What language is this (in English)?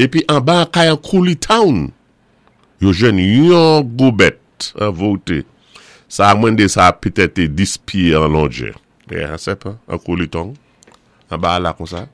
Saint Lucian Creole French